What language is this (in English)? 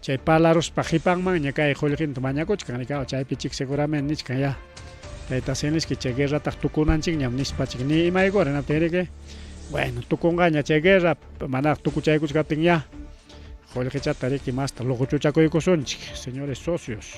Ayacucho Quechua